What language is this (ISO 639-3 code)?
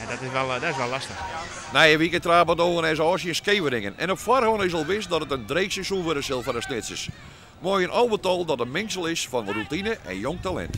fry